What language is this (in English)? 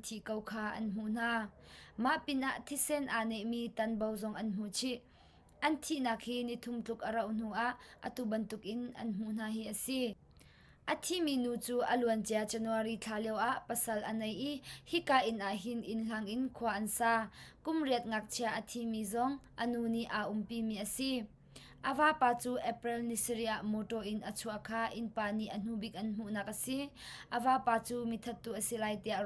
Hakha Chin